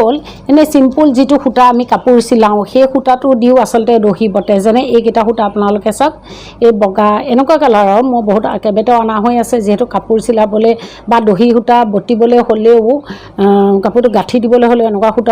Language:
Assamese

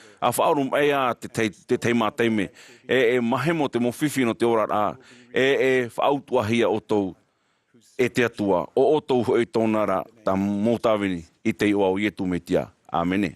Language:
Tahitian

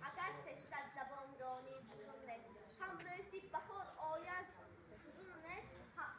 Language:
Tajik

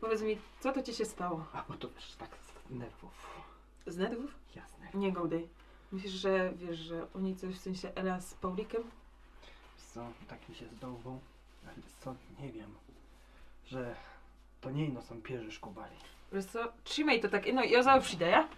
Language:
Silesian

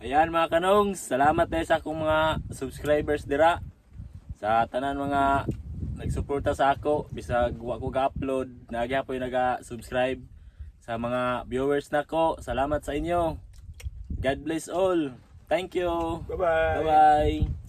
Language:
Cebuano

